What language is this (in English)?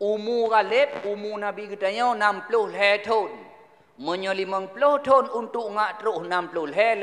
Achinese